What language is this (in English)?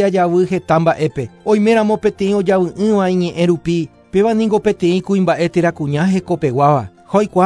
Guarani